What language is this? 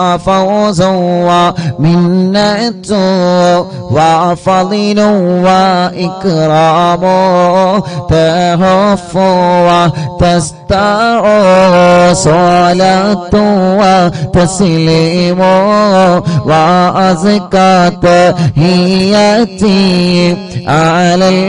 Malayalam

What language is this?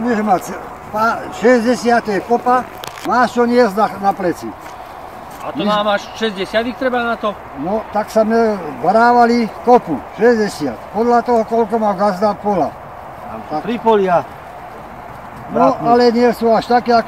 Slovak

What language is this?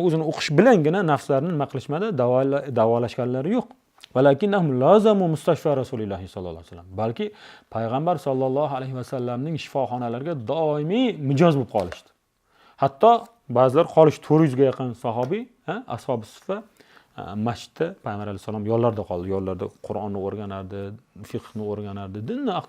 Uzbek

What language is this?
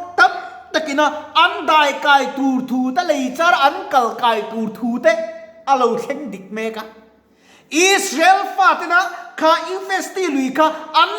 Mizo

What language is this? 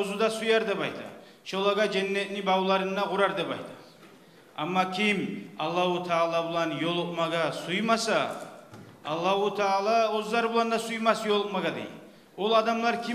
Kumyk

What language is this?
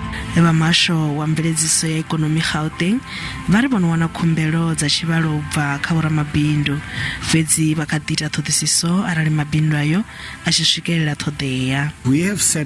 Venda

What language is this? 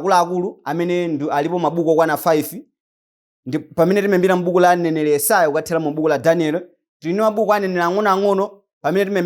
Nyanja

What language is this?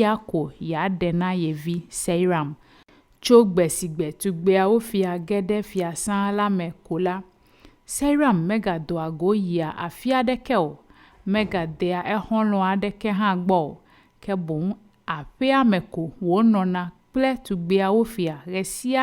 Ewe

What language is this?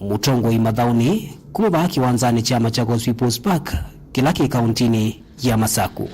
Kamba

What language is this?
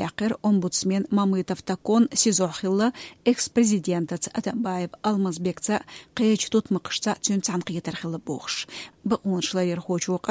Chechen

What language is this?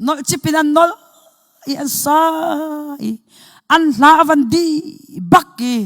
Hakha Chin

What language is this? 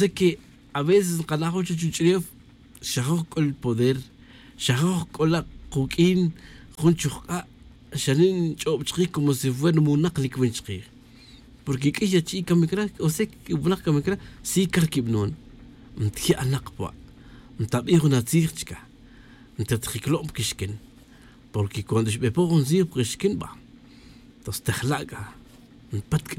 Tz'utujil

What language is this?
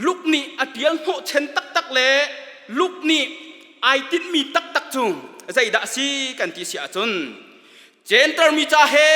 Hakha Chin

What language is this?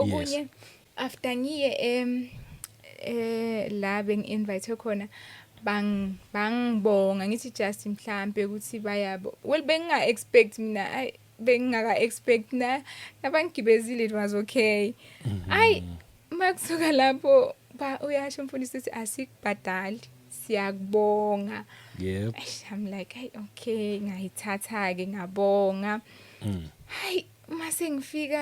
Zulu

